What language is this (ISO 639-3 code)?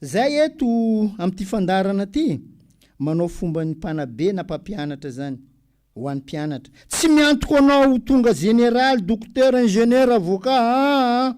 mlg